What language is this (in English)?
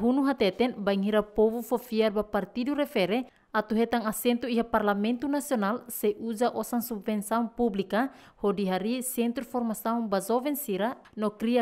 Tetum